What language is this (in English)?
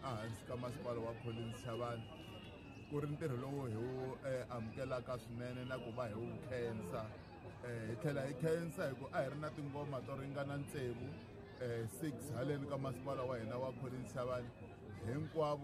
Tsonga